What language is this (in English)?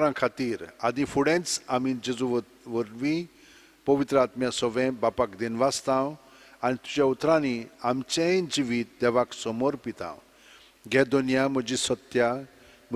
Konkani